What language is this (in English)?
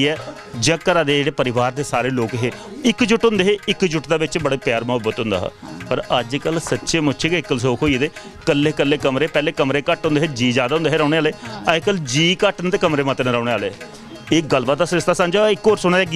Dogri